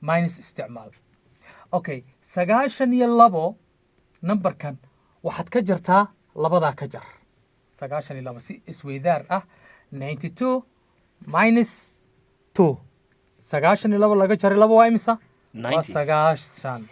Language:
Somali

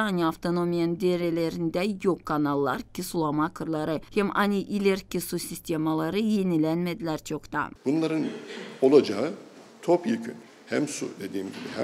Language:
Gagauz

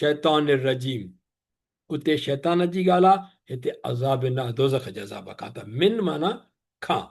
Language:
Sindhi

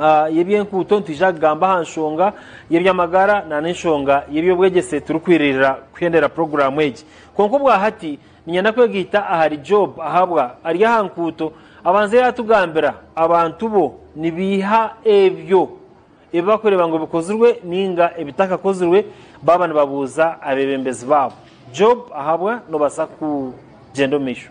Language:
Nyankole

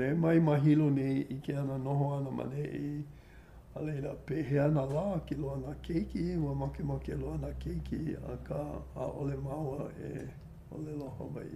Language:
Hawaiian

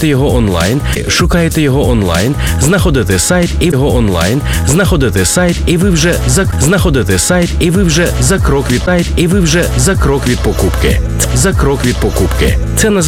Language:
Ukrainian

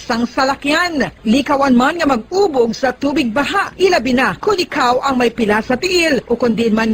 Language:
Hiligaynon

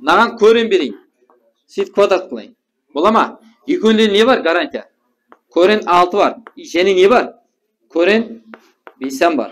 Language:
Kara-Kalpak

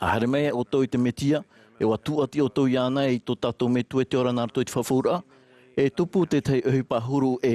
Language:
Tahitian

